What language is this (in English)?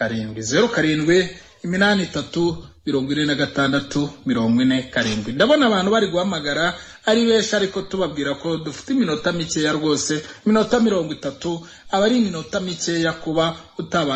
Kinyarwanda